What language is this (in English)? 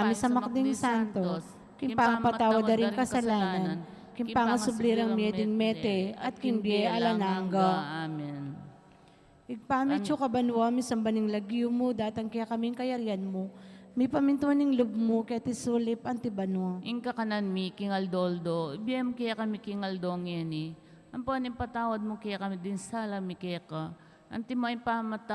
Pampanga